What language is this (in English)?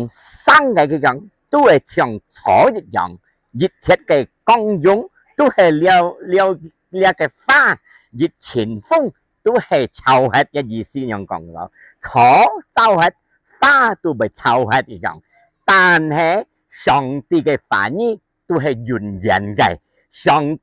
Hakka Chinese